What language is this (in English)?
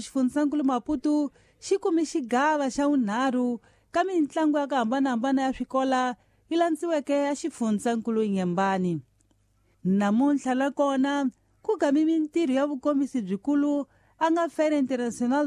Tsonga